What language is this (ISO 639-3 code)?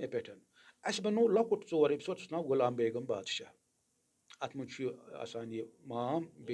kas